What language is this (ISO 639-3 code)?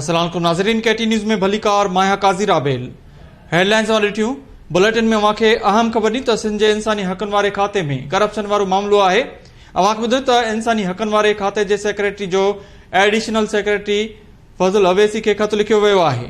snd